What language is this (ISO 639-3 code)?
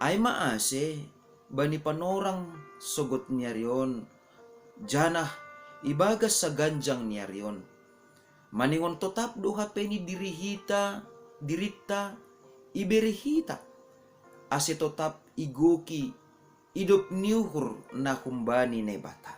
bts